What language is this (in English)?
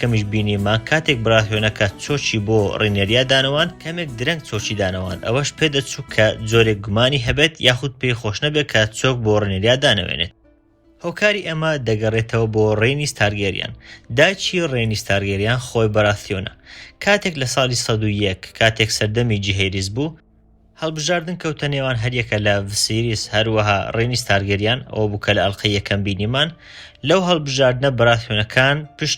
Central Kurdish